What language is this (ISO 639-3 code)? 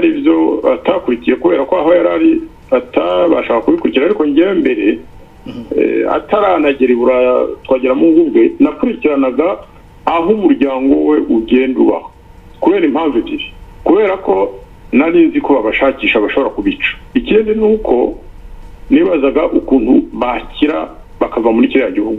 kin